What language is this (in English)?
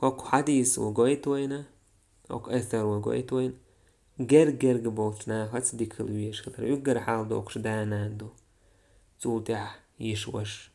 Chechen